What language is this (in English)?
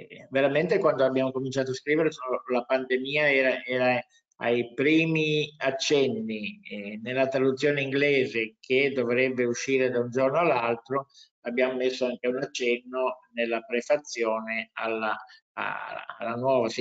Italian